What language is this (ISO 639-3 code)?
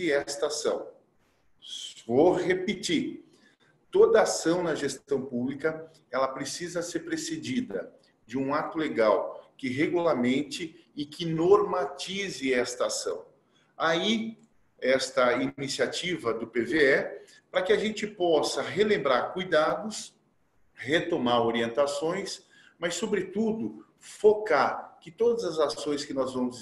por